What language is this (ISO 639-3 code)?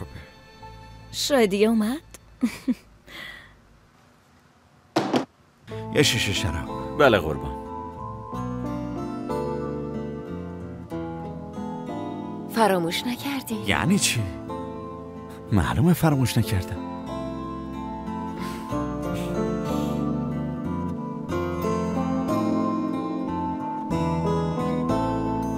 fas